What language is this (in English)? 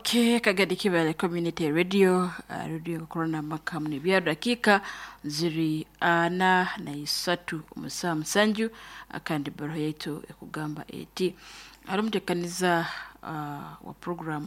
Nyoro